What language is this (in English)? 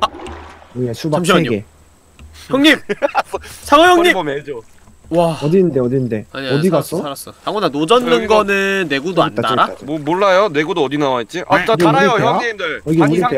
Korean